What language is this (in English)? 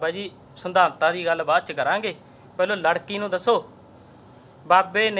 Punjabi